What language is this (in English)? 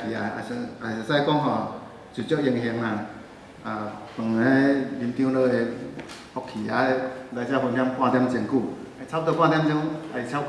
Min Nan Chinese